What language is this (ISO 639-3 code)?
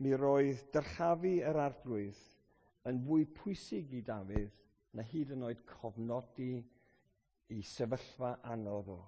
cym